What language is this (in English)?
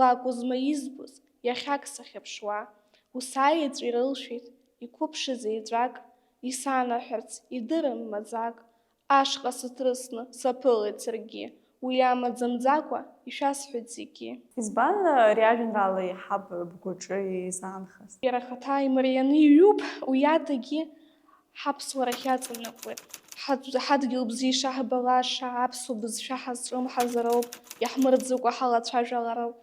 Abkhazian